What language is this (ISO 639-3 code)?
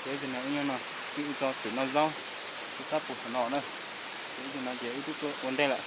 hmn